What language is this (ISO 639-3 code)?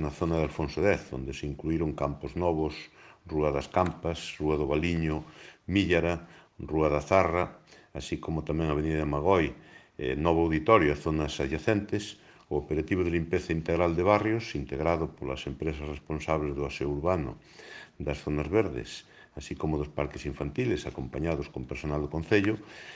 glg